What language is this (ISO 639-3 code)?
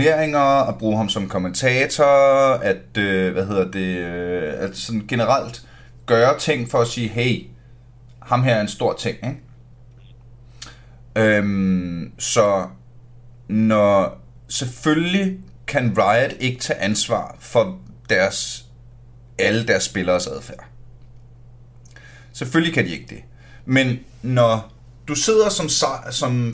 dan